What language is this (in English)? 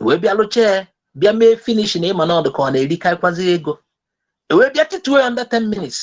Igbo